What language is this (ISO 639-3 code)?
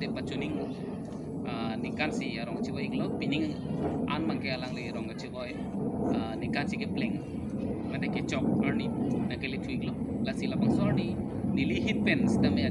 mjw